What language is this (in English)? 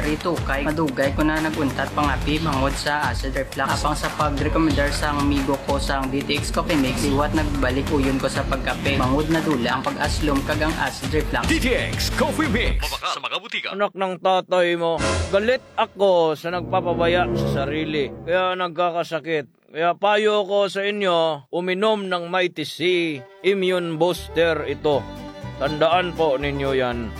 Hiligaynon